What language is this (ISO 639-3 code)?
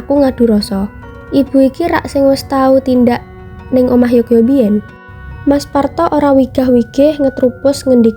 jav